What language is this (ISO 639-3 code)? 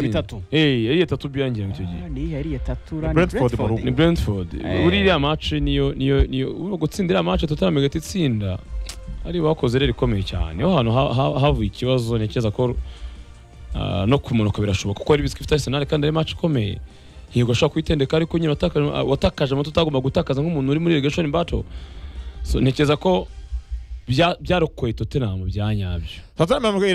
kin